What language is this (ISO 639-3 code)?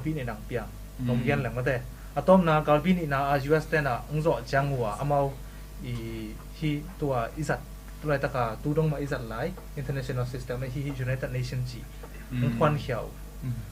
ctd